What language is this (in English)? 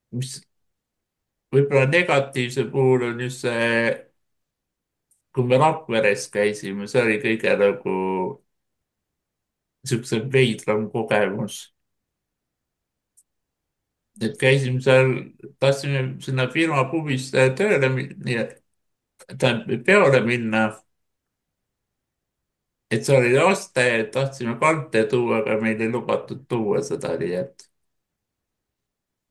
Estonian